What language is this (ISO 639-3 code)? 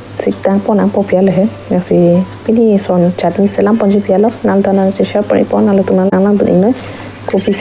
mjw